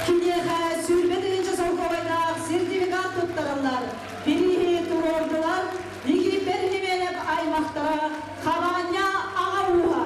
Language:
Yakut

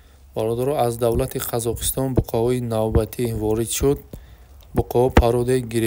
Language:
Tajik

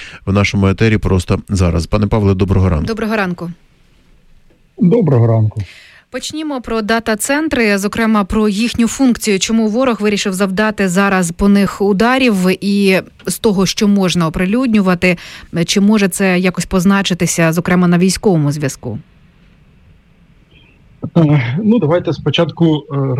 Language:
Ukrainian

